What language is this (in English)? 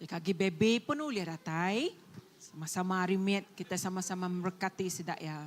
Iban